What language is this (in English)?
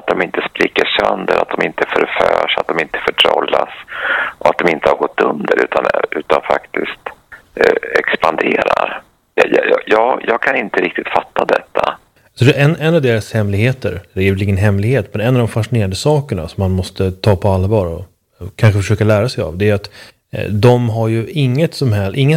Swedish